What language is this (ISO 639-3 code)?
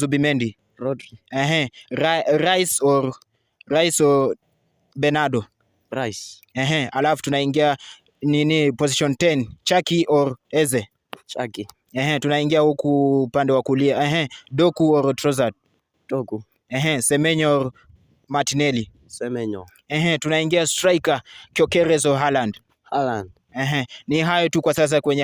swa